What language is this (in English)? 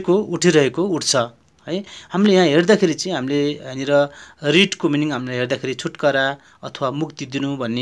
Nepali